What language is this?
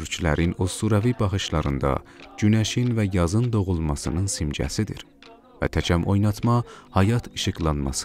South Azerbaijani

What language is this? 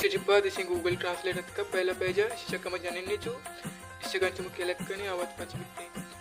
Baluchi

